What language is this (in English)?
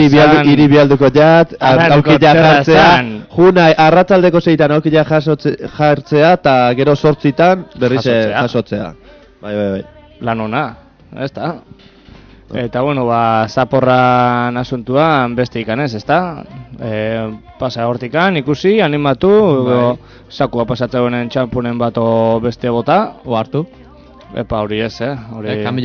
Basque